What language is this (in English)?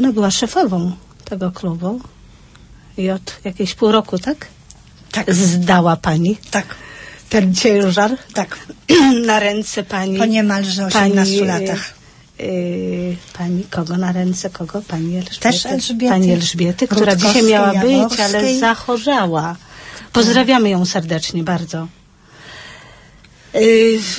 Polish